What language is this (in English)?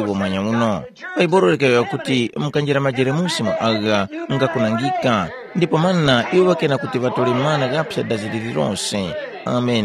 Tumbuka